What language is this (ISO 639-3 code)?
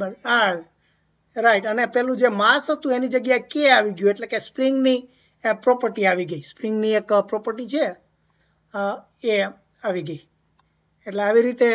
guj